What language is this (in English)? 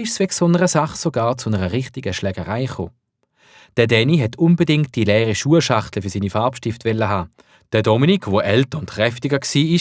Swiss German